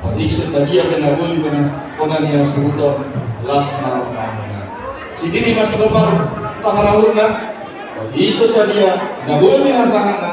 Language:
Batak Toba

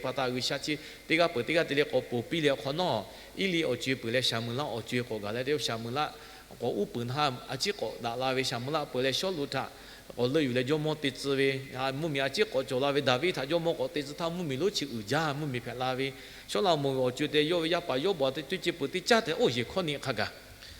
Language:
Lahu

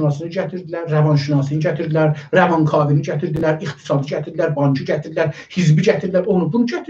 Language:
South Azerbaijani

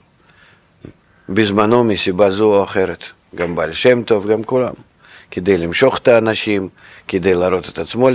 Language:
Hebrew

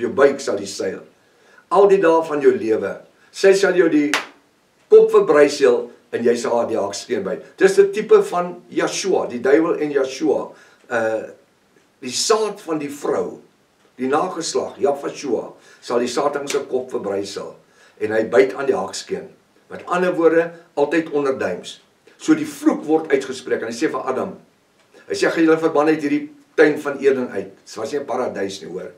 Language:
Afrikaans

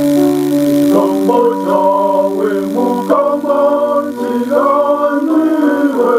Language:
Nyankole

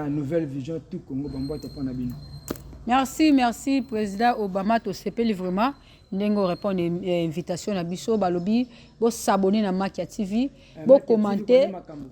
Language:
Lingala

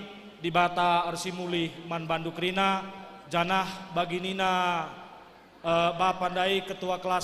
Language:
Batak Karo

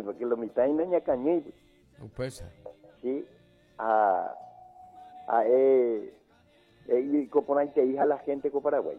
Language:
Guarani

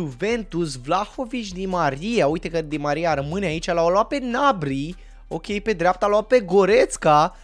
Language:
Romanian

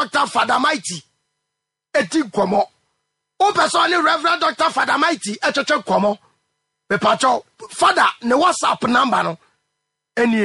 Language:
Akan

